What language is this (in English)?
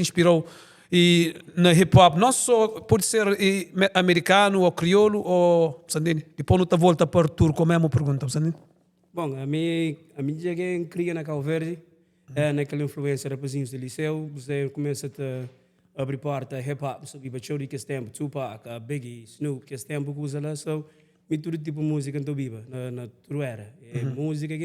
Kabuverdianu